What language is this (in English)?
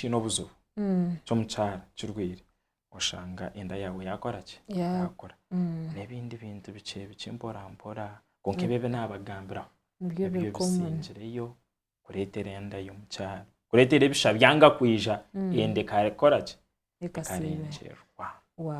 Nyankole